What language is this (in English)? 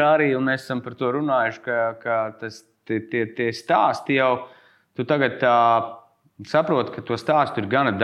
Latvian